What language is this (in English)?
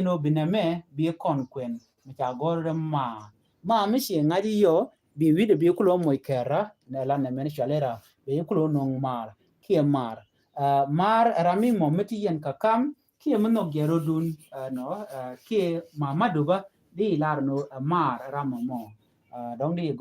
Nuer